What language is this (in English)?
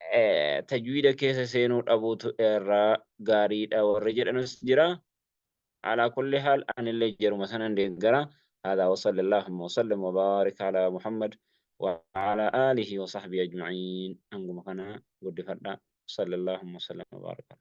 Oromo